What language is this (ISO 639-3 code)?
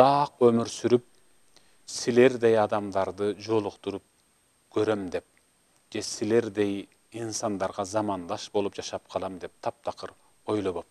kir